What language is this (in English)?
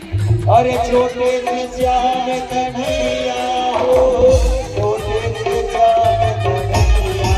Chhattisgarhi